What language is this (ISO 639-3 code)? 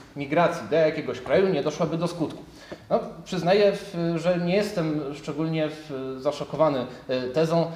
pol